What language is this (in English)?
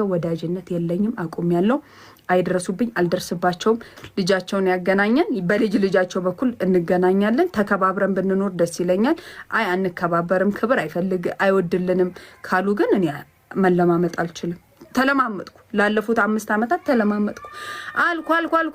Amharic